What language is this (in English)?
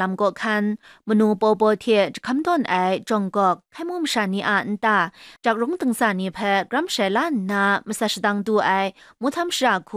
Kachin